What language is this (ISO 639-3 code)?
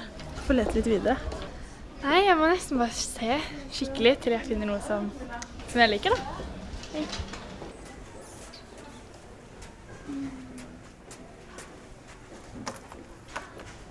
nor